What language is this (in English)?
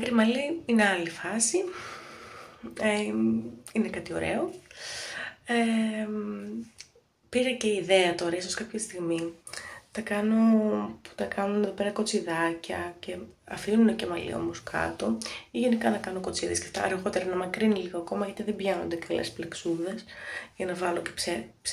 Greek